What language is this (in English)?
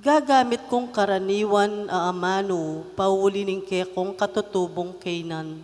Pampanga